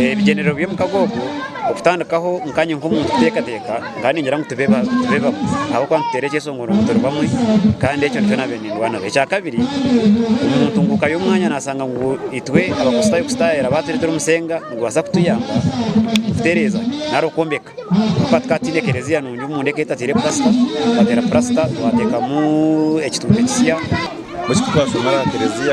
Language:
Nyankole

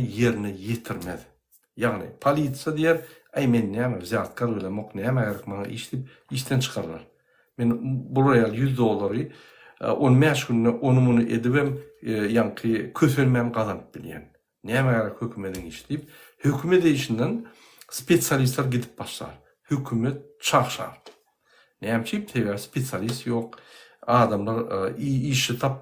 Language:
Turkmen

